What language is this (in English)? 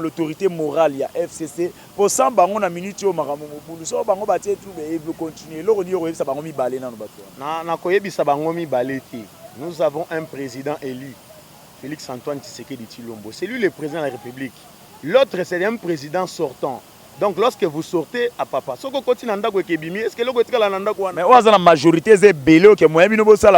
Lingala